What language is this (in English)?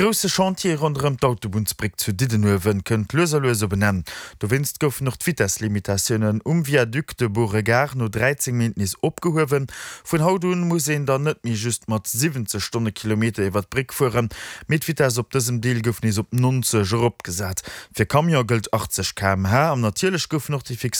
Luxembourgish